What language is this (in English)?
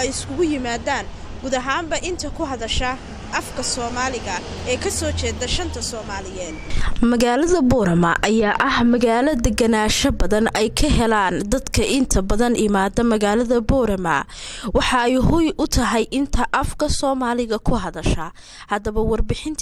Somali